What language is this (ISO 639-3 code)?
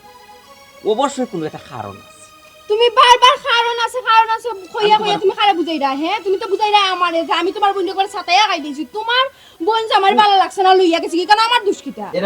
syl